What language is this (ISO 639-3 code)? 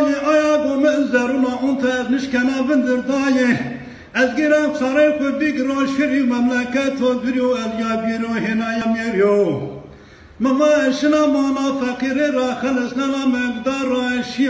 zza